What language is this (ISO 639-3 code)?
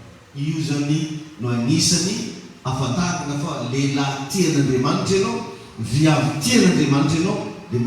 mlg